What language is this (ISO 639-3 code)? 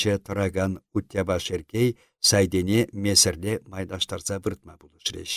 chv